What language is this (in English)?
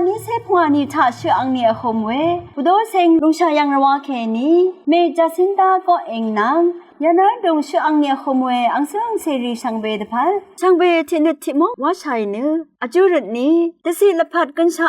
Rawang